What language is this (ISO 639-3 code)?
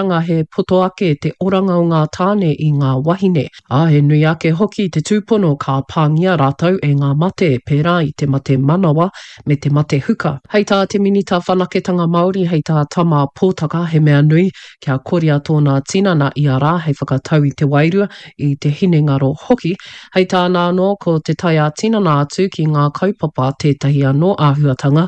mri